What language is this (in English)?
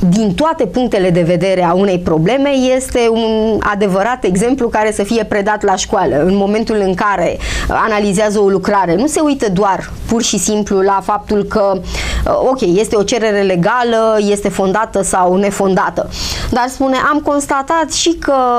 Romanian